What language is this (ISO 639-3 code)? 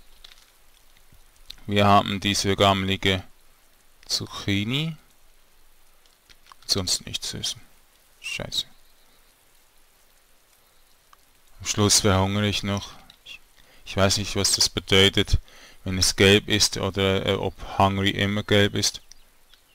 deu